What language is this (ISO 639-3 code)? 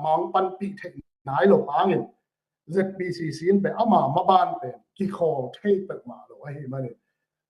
ctd